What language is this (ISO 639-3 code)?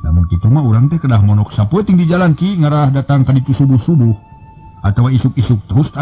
sun